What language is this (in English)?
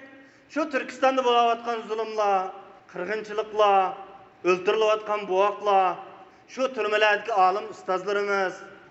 Uyghur